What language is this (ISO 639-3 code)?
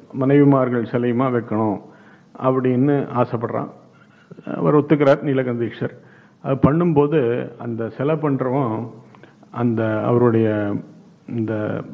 tam